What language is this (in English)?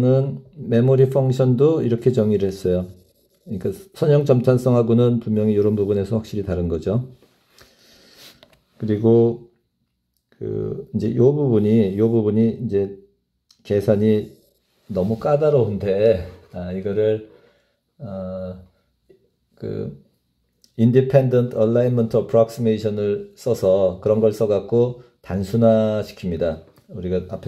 Korean